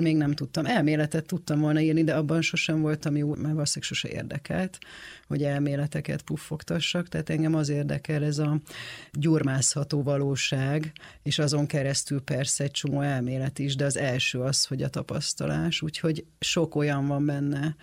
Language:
Hungarian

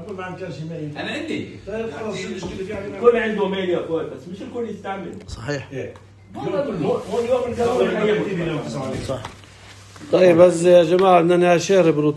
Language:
North Levantine Arabic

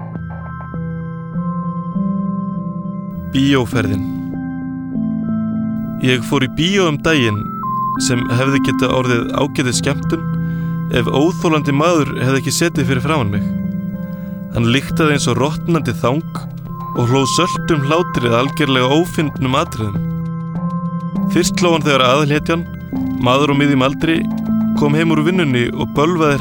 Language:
Icelandic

